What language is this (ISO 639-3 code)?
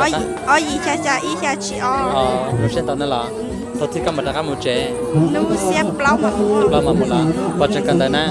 hmn